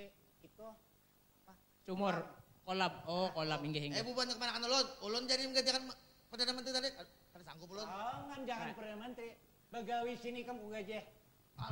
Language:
Banjar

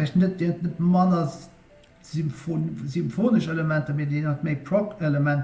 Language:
Luxembourgish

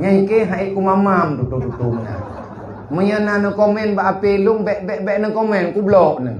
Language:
Achinese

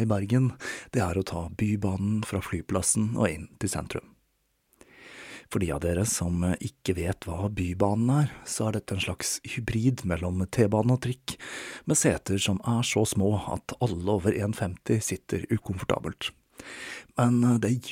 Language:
Norwegian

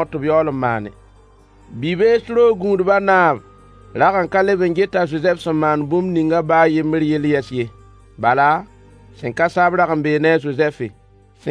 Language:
Mossi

